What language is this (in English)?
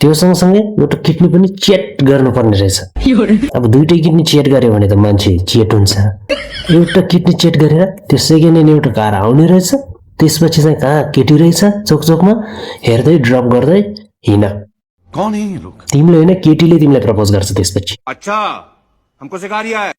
Nepali